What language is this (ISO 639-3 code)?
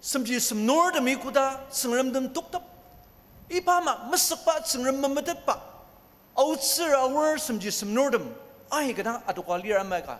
njo